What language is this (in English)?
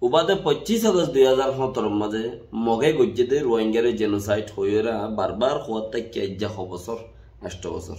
Rohingya